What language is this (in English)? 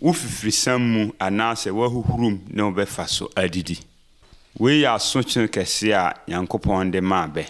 Akan